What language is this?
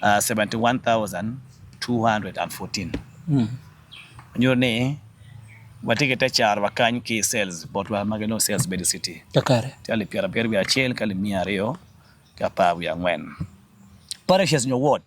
Acoli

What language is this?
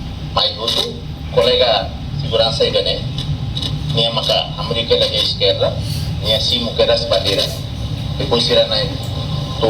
Tetum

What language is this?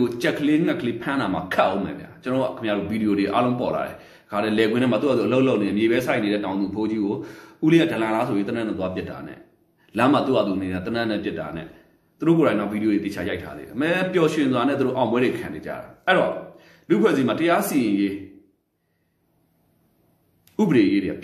Burmese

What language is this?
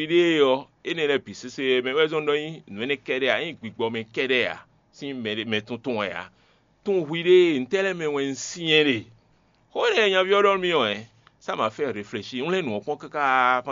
Fon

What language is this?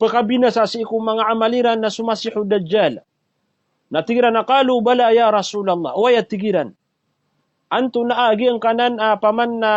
Maranao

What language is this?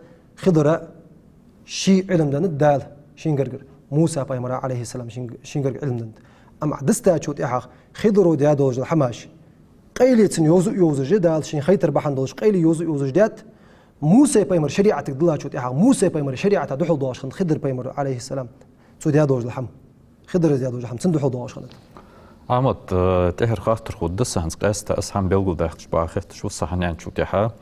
Ingush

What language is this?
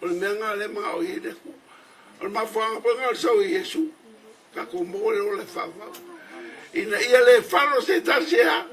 Samoan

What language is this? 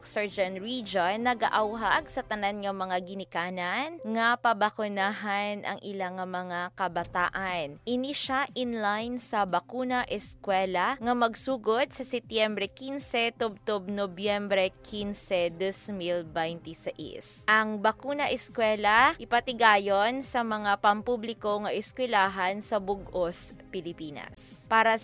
Hiligaynon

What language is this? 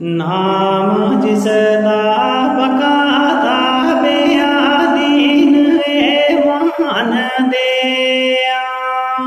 Gujari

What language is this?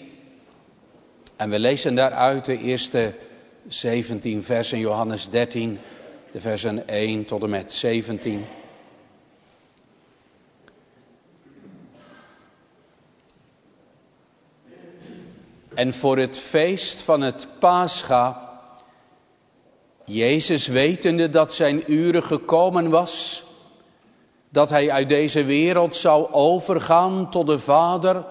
Dutch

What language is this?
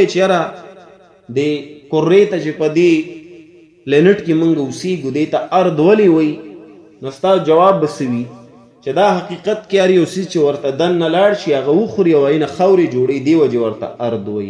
Pashto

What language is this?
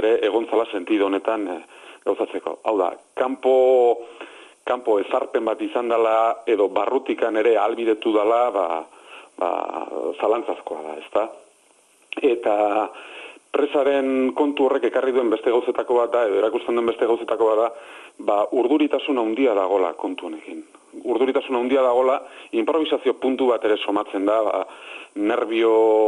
Basque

